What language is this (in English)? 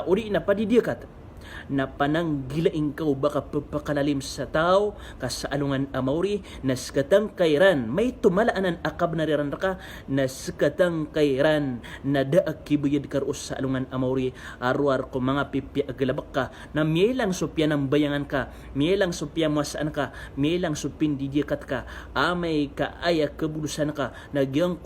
Maranao